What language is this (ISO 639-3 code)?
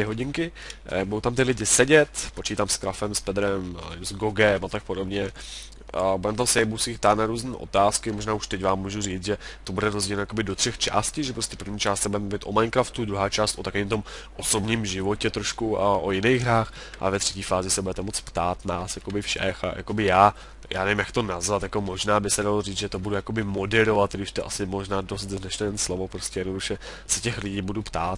ces